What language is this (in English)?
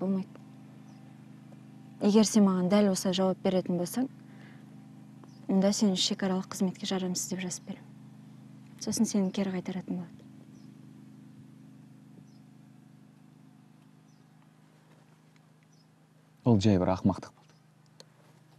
Kazakh